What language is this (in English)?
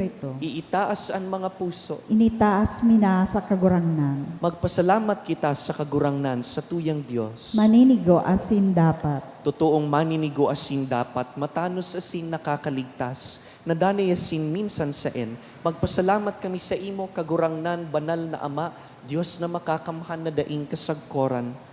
Bikol